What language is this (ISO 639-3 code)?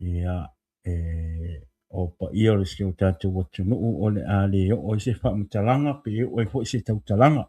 smo